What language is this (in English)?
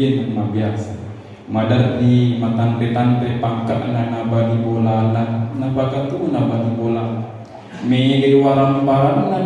Buginese